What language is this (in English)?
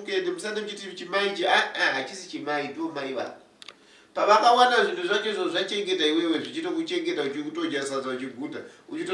Shona